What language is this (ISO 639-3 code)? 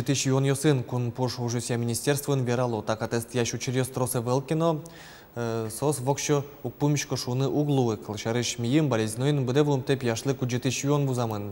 udm